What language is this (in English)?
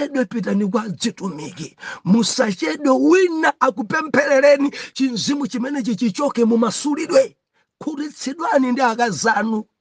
Nyanja